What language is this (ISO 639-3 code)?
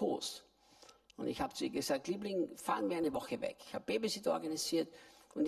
deu